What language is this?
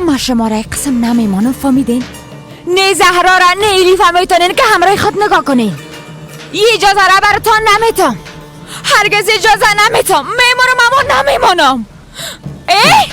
Persian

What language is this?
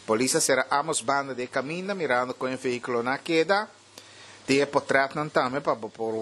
Papiamento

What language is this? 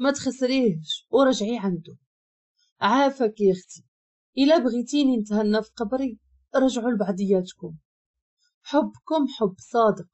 Moroccan Arabic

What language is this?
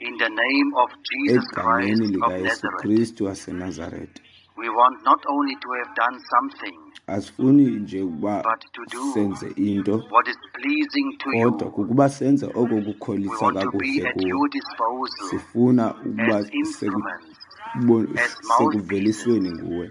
Xhosa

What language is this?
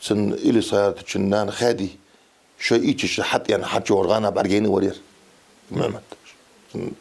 Ingush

